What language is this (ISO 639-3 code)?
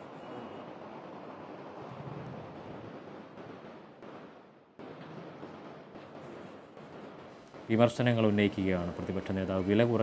mal